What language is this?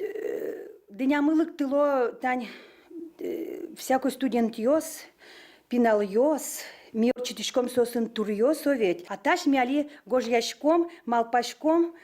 Udmurt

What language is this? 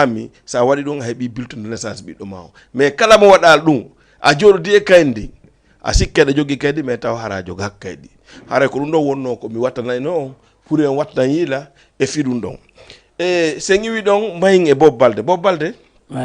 Fula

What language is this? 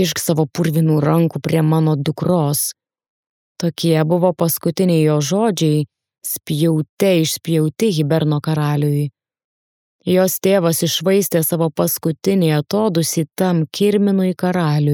Lithuanian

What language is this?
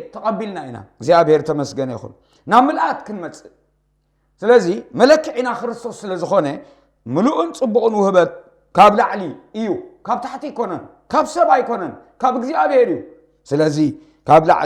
Tigrinya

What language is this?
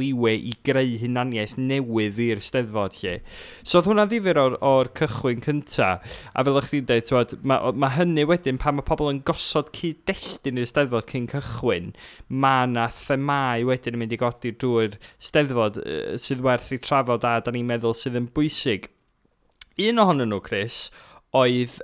Welsh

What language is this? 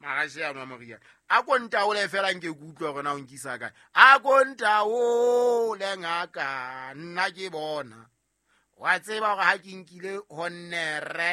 Southern Sotho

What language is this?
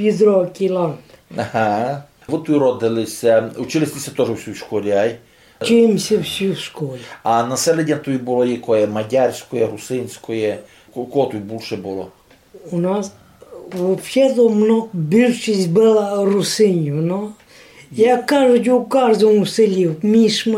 Rusyn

